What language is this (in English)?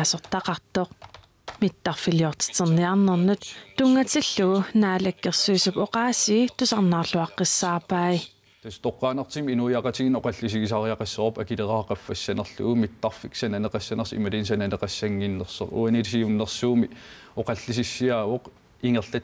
Kalaallisut